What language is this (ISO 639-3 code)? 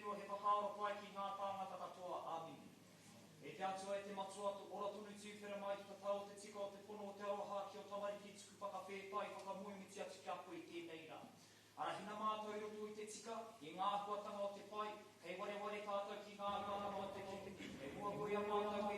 mri